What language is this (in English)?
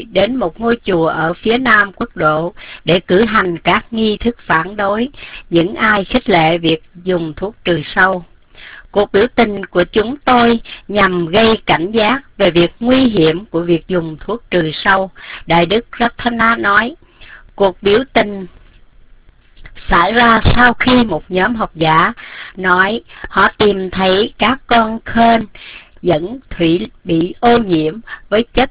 Vietnamese